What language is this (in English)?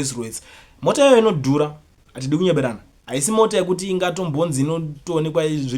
Shona